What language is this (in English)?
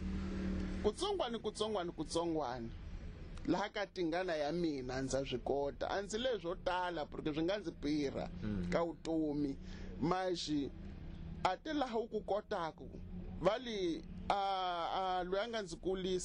Tsonga